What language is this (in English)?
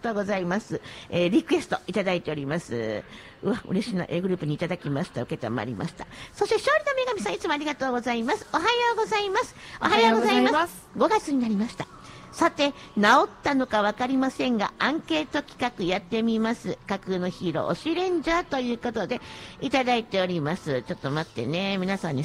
Japanese